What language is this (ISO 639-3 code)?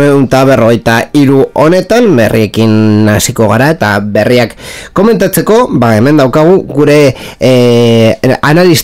eus